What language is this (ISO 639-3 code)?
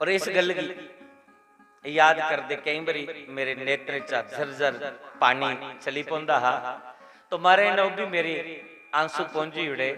doi